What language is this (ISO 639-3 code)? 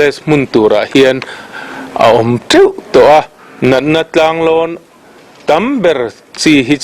lus